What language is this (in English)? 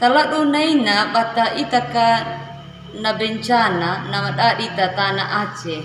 Anakalangu